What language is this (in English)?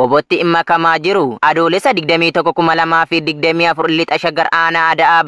Oromo